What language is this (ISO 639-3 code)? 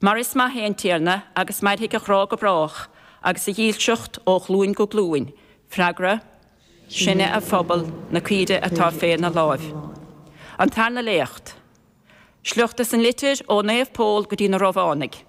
gle